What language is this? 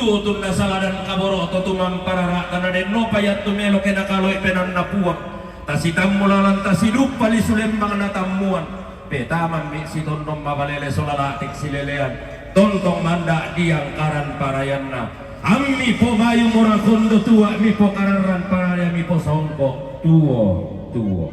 Toraja-Sa'dan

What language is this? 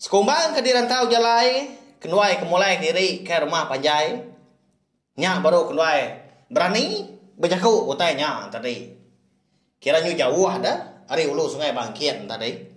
Iban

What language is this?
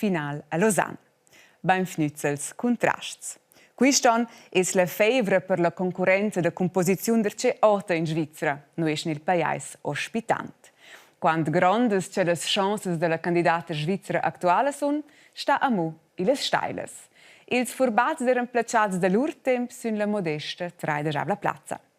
Romansh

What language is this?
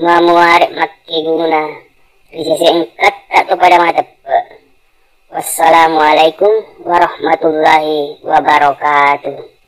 Buginese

